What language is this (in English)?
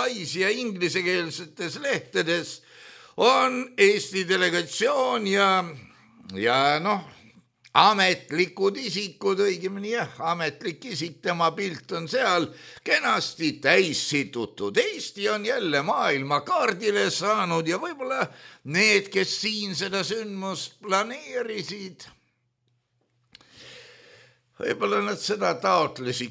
Estonian